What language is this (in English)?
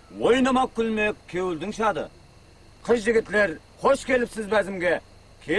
Kara-Kalpak